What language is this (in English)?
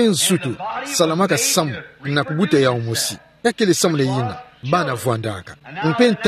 Kituba (Democratic Republic of Congo)